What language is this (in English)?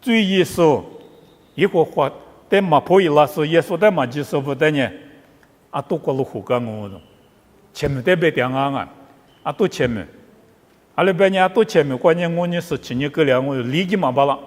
Lisu